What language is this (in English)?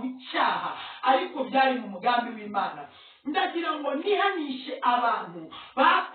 Kinyarwanda